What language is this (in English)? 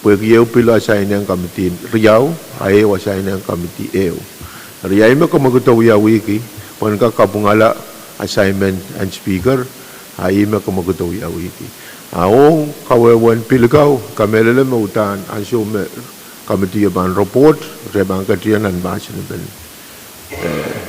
Pohnpeian